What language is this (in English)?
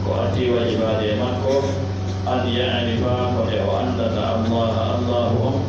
Fula